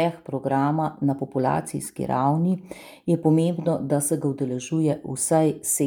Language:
Slovenian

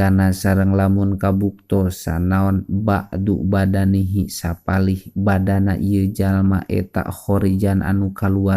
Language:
Sundanese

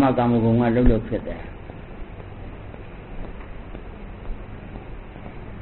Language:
Burmese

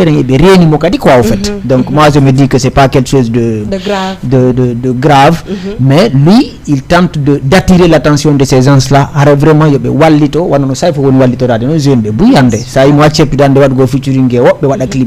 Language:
Fula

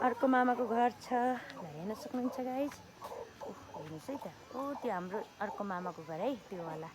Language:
Nepali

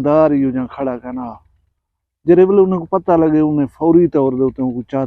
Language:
Saraiki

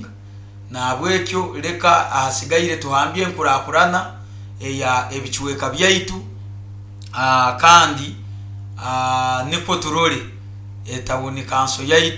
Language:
Nyoro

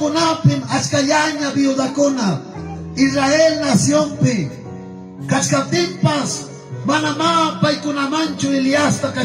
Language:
Ayacucho Quechua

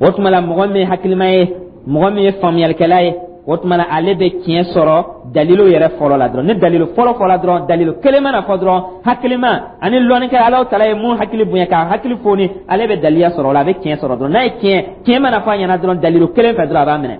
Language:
Dyula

